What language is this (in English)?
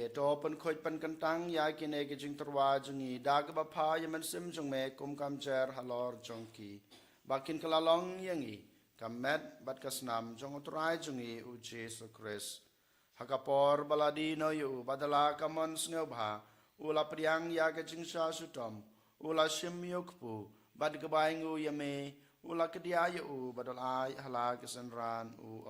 Khasi